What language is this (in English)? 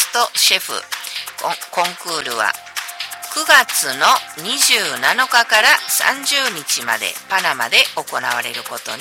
Japanese